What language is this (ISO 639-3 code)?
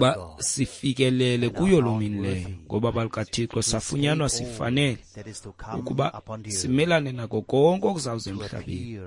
xho